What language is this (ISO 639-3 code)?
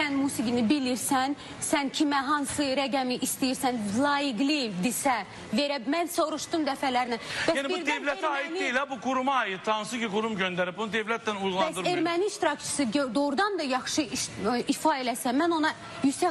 aze